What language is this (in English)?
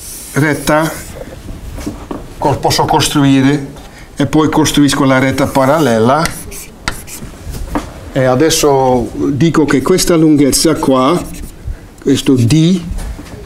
Italian